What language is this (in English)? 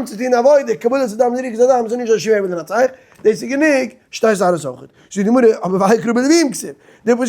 Yiddish